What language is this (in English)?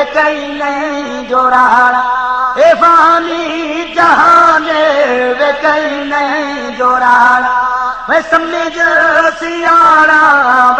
Saraiki